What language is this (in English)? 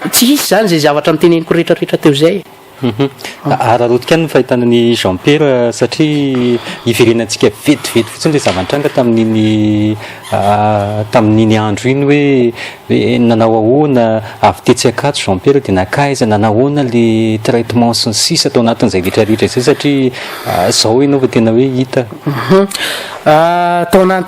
Malagasy